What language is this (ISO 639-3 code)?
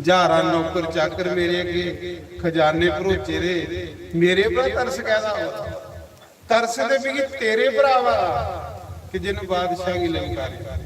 doi